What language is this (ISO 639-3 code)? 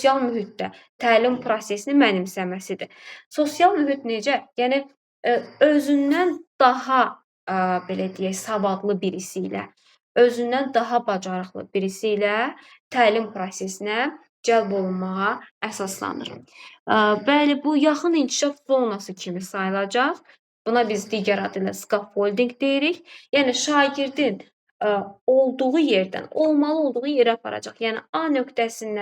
aze